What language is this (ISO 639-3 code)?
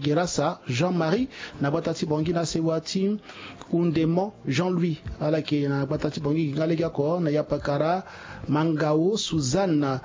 sag